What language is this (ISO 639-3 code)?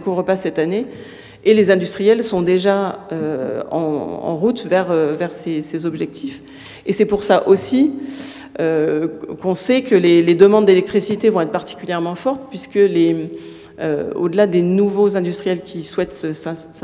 fra